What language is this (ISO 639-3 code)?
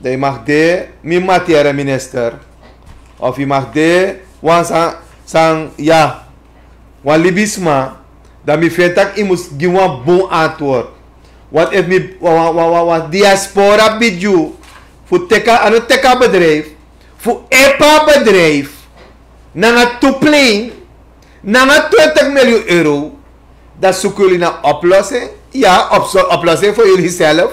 srn